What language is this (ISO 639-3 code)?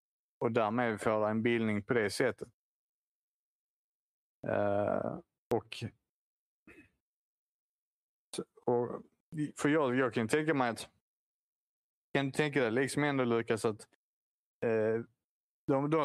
swe